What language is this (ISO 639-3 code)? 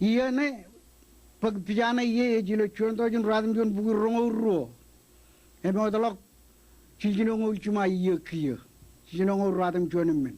mah